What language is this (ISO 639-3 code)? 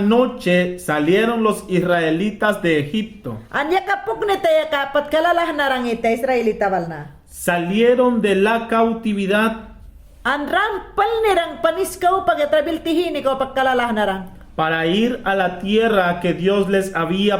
yan